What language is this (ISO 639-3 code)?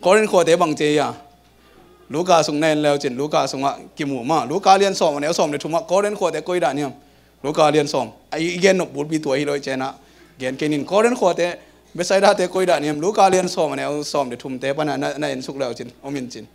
ctd